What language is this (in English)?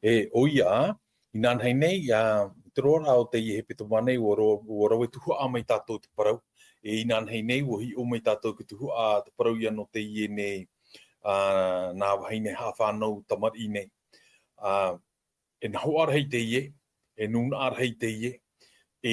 Tahitian